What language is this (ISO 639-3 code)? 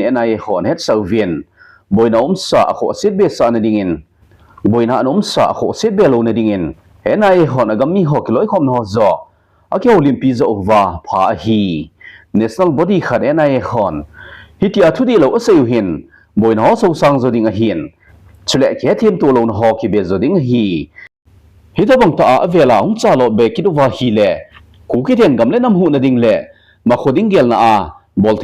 tcz